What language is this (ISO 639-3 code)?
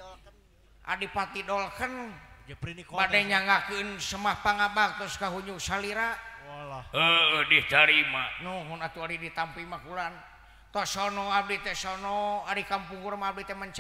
sun